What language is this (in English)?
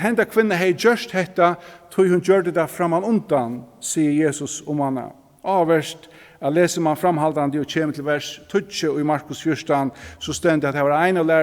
Faroese